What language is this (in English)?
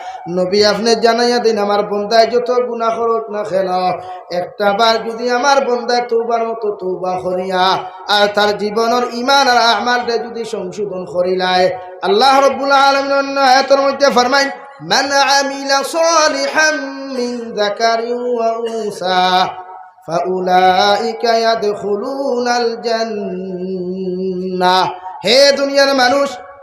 Sylheti